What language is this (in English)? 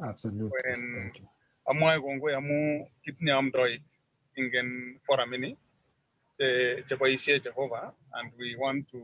Kalenjin